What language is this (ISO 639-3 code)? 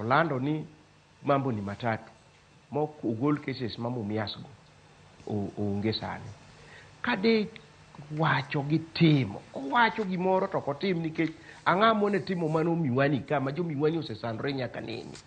luo